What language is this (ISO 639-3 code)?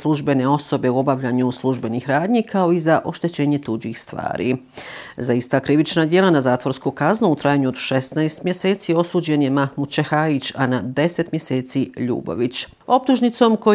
bos